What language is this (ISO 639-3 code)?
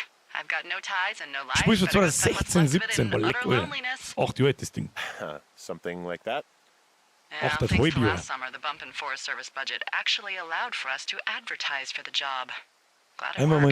bar